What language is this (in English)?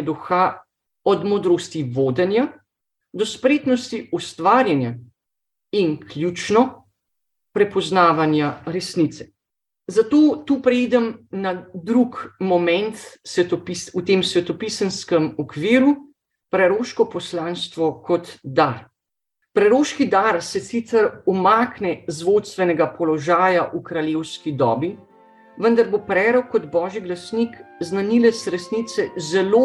Slovenian